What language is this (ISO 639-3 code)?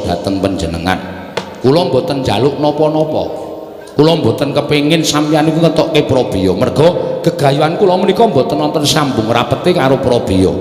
jav